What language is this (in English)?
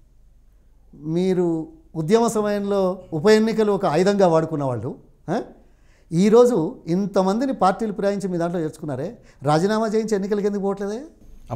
Telugu